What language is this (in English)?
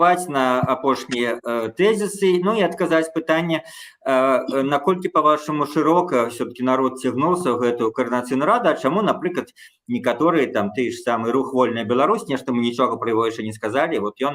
Belarusian